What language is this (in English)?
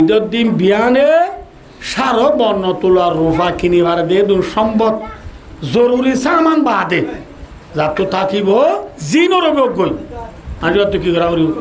Rohingya